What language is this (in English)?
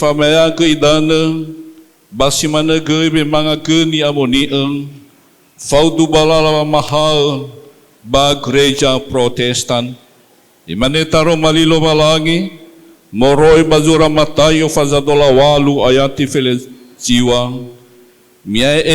Nias